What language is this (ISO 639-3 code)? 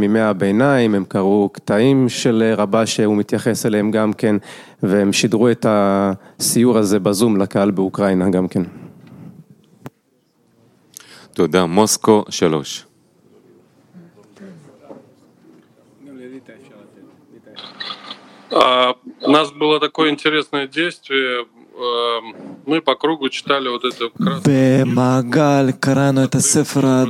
heb